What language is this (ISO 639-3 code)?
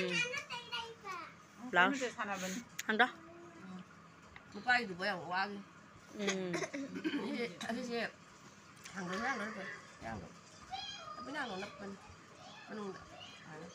vie